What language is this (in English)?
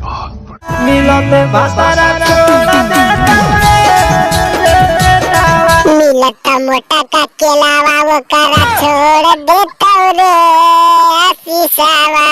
Magahi